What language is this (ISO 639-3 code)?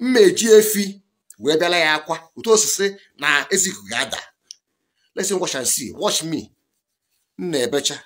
ibo